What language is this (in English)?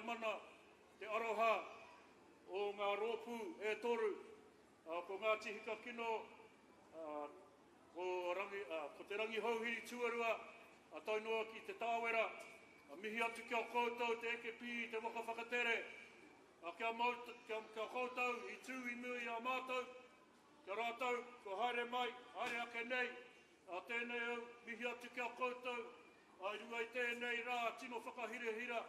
Māori